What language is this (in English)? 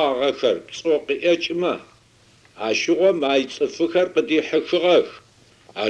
Adyghe